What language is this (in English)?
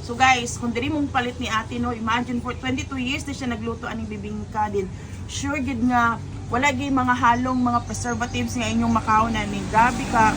Cebuano